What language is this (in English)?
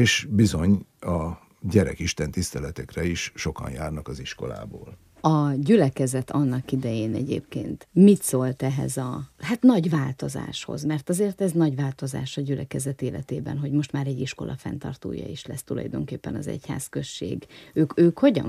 Hungarian